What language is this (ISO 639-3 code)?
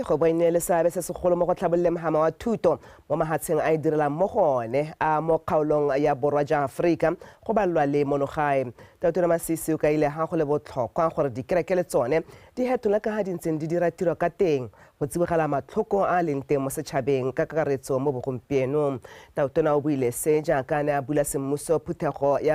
tsn